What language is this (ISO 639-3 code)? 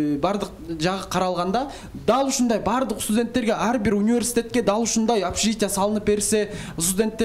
kir